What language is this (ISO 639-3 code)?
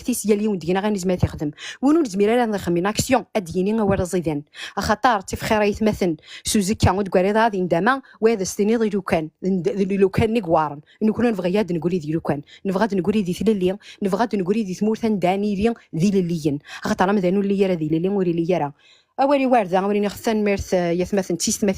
kab